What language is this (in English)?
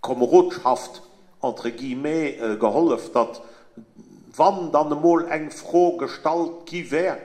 Luxembourgish